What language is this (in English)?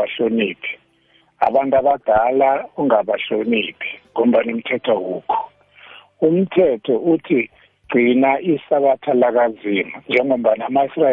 South Ndebele